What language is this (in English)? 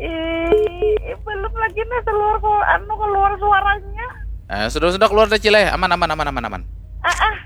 Banjar